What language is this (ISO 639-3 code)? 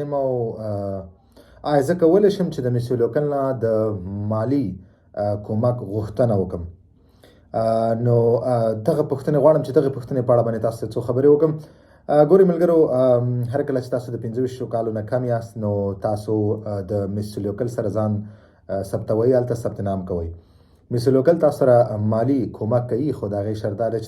pus